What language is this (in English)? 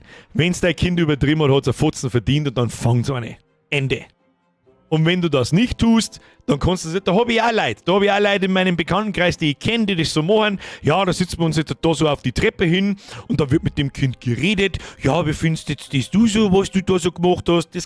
Bavarian